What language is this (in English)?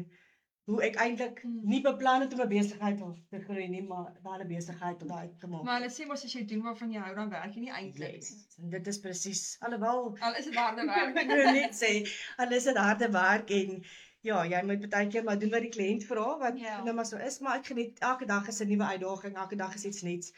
Afrikaans